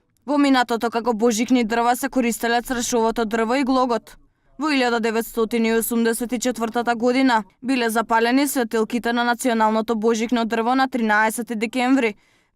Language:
Macedonian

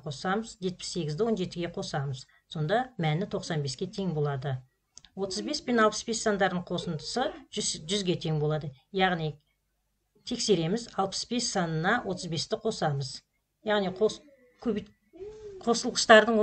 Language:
Kazakh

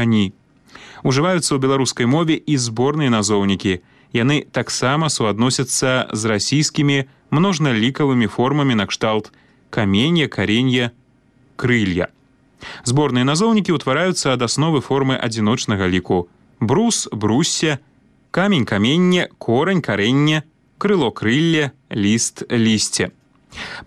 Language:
Belarusian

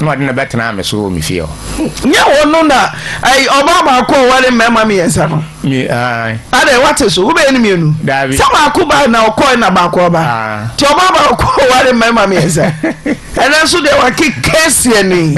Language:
Akan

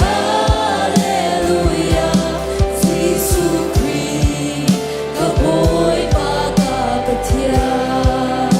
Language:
Hakha Chin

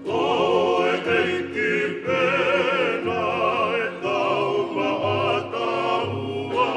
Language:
Tongan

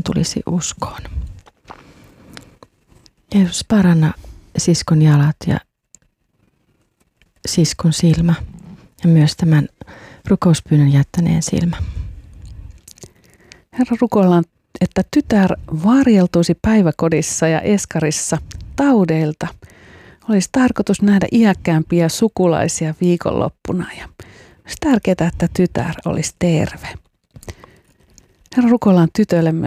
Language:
Finnish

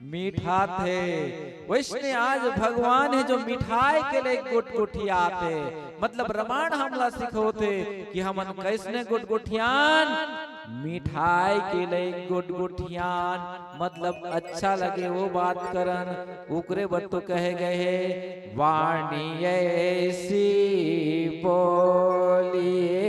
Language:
Chhattisgarhi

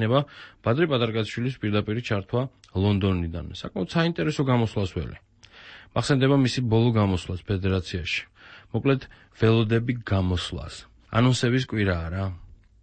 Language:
Georgian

